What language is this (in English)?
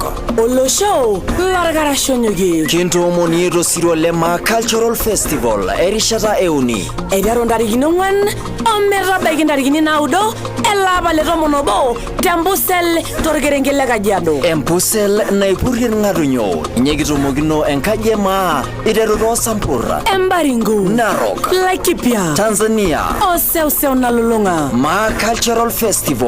Masai